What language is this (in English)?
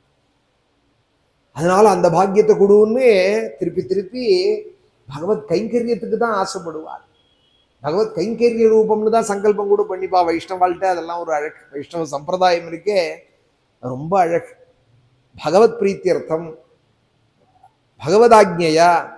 Tamil